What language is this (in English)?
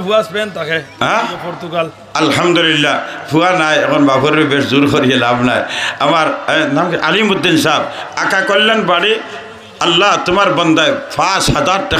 Sylheti